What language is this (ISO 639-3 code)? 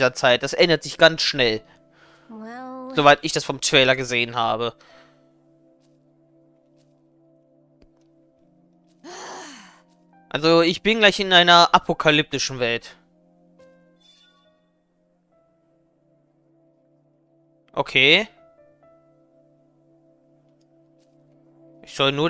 deu